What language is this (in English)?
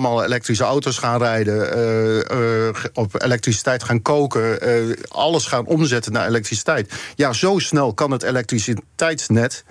Dutch